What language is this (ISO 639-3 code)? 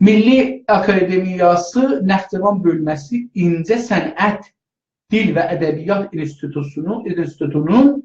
azb